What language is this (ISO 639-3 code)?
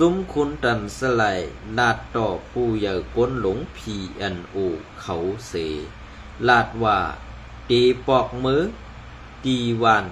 shn